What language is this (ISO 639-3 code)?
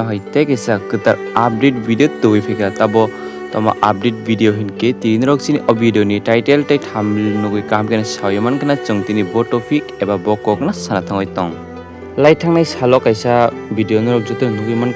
trp